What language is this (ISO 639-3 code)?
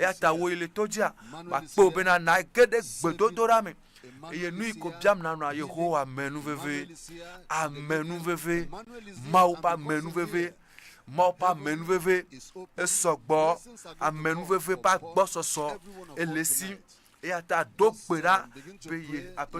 ewe